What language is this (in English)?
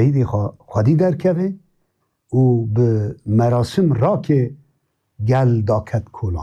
Kurdish